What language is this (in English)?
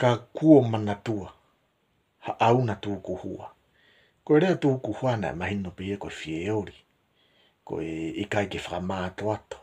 Tongan